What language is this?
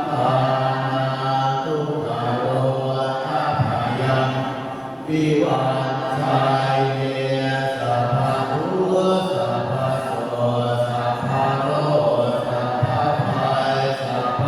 Pali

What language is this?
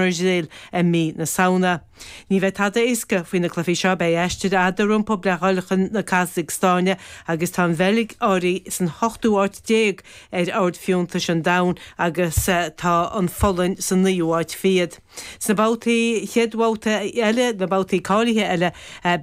Irish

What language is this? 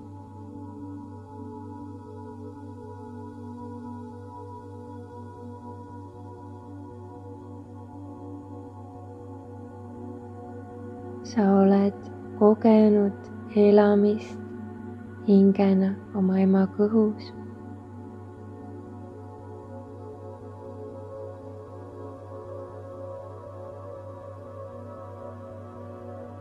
Estonian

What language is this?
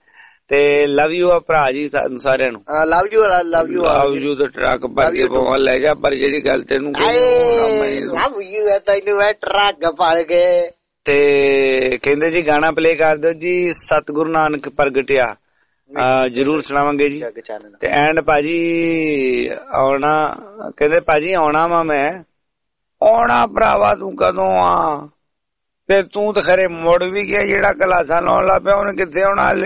Punjabi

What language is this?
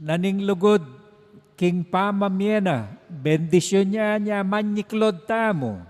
Pampanga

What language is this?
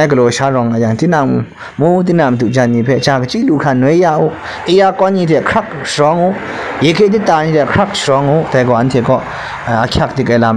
Kachin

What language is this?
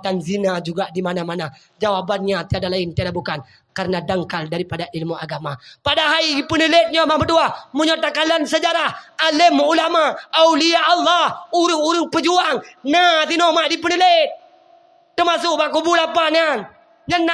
Achinese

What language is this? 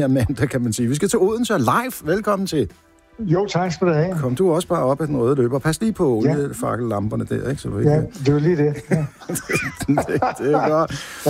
Danish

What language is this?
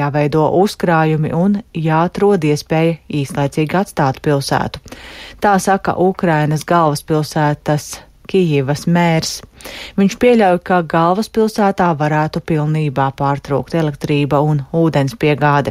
Latvian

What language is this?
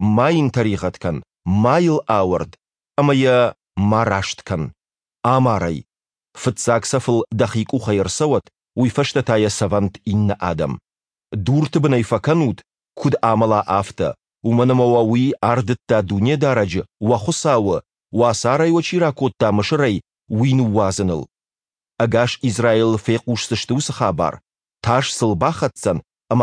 Ossetic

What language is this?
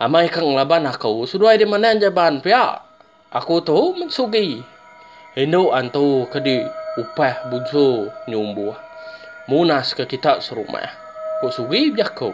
Iban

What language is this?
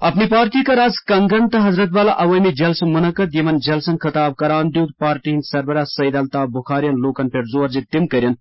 Kashmiri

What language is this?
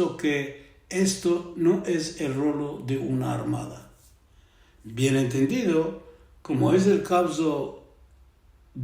Ladino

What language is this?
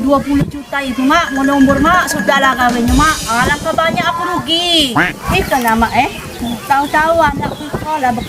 Musi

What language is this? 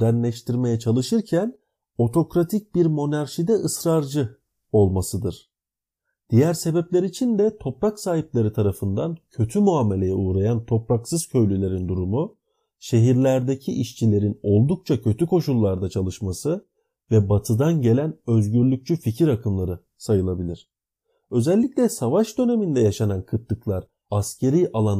Turkish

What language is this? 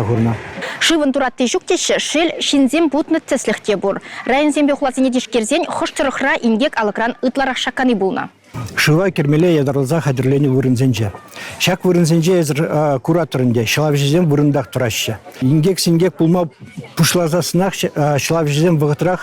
Chuvash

